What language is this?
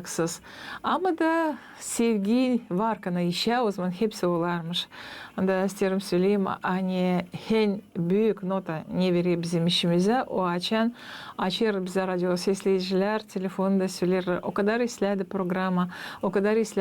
Gagauz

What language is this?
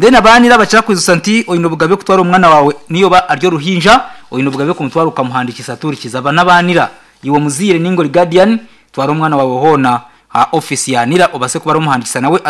Nyankole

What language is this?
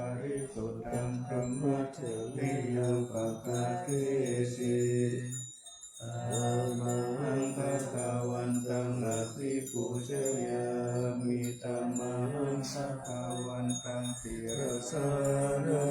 Pali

